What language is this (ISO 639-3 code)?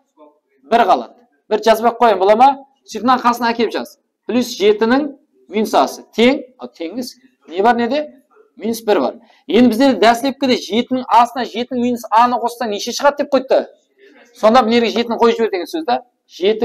kaa